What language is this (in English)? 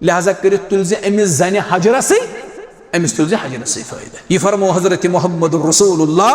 Kashmiri